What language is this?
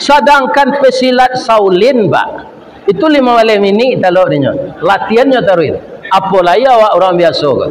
Minangkabau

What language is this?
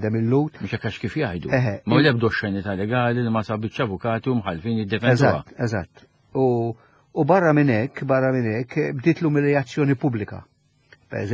Maltese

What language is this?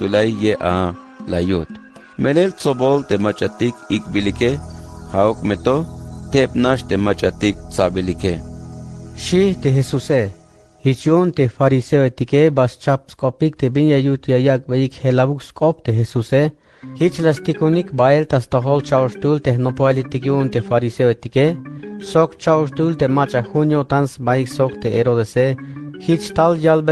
Tzeltal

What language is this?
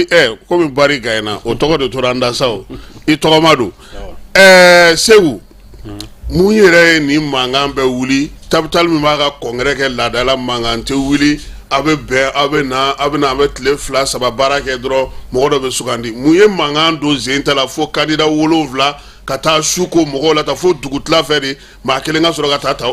Bambara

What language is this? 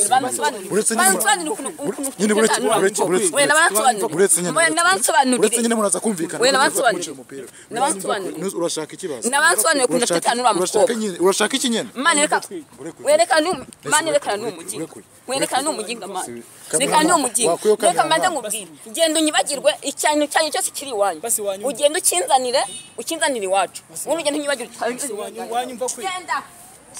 Kinyarwanda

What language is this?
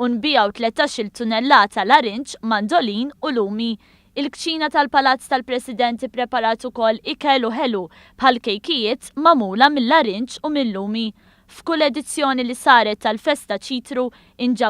Maltese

